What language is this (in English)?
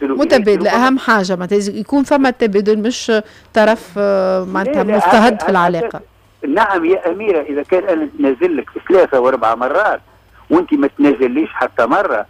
Tunisian Arabic